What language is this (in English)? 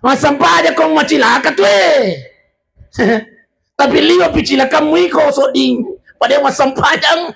Buginese